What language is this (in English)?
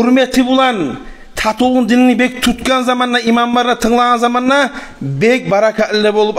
Kumyk